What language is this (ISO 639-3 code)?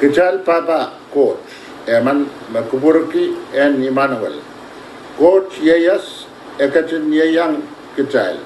pon